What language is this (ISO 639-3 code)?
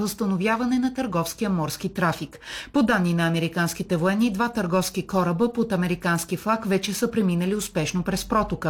bul